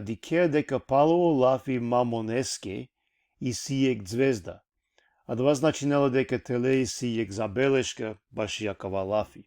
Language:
Balkan Romani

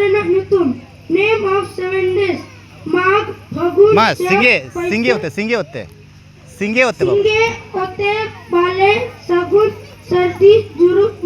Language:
Santali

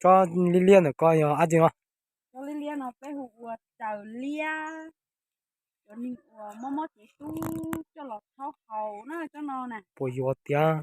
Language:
Hmong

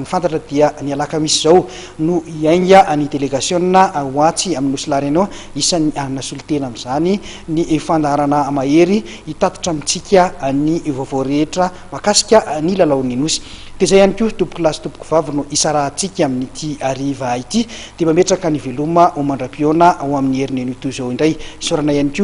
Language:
Malagasy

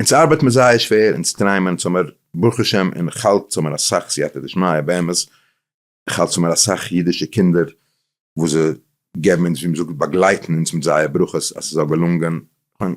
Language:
Yiddish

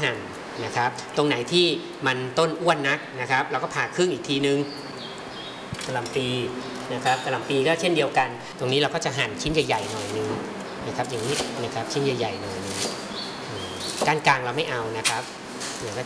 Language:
Thai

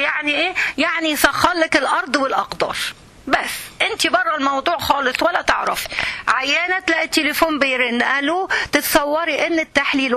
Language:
Egyptian Arabic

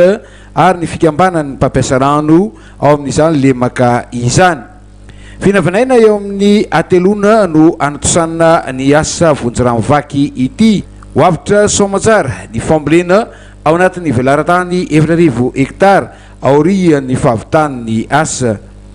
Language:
Malagasy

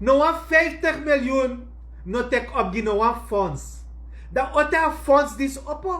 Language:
Sranan Tongo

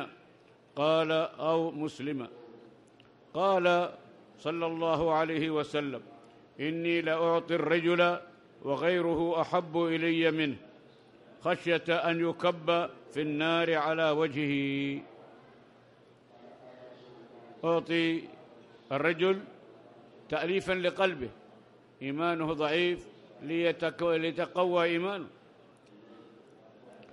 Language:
Arabic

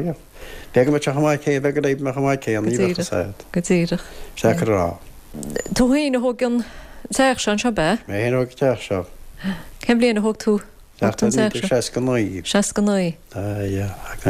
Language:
Irish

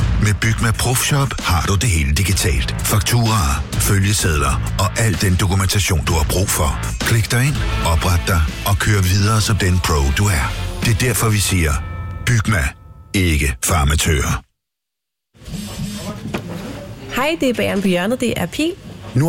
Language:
Danish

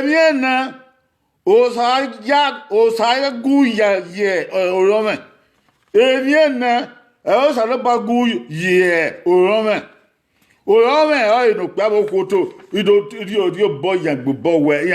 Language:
Bini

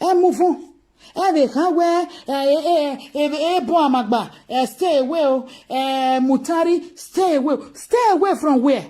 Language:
Nigerian Pidgin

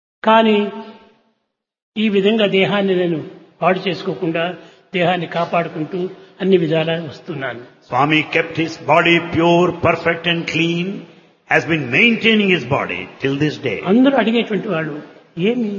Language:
Telugu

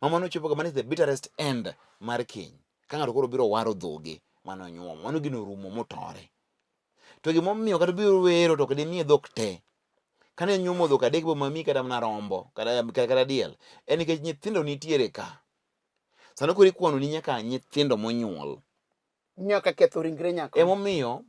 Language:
Luo (Kenya and Tanzania)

